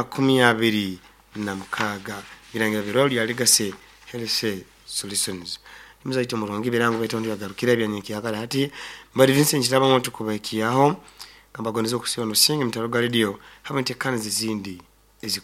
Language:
Nyoro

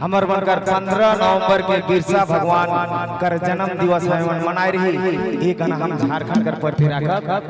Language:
Sadri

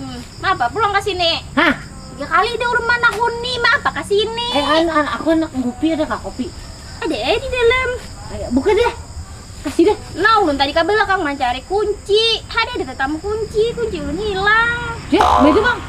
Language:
Banjar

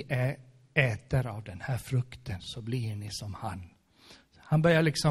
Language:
Swedish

